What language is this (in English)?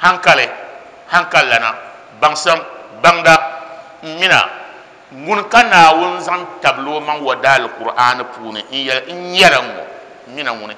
Dagbani